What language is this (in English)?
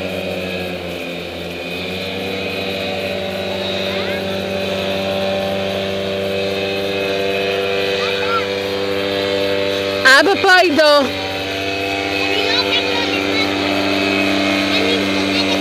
Hebrew